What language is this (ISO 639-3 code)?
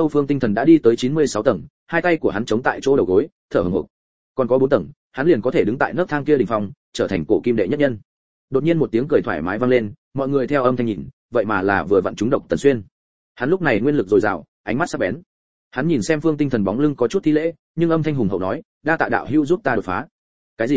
vie